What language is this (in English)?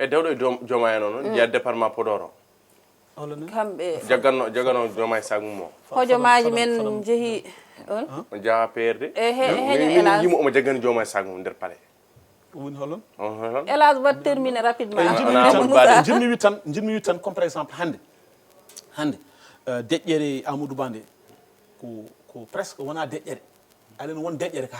Fula